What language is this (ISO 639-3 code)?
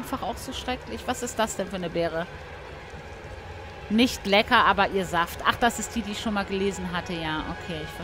deu